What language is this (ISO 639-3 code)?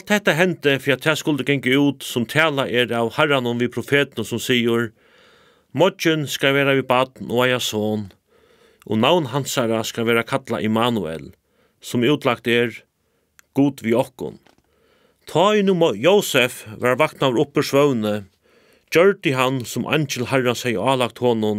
fao